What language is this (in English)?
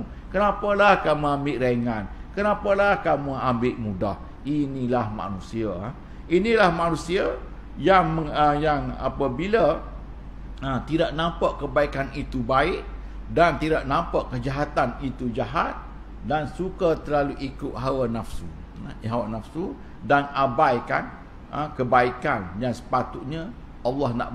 Malay